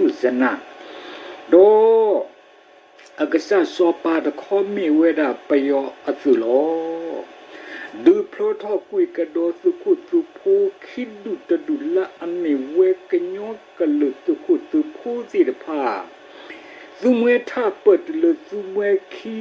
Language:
S'gaw Karen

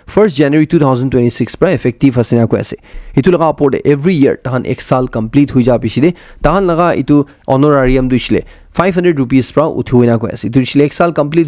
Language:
Naga Pidgin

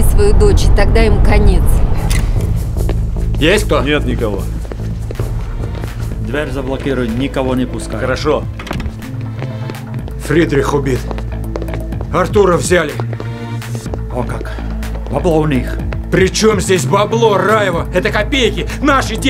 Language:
Russian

